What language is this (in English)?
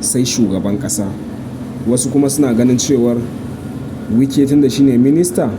Hausa